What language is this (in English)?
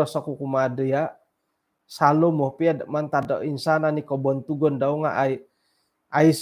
Central Dusun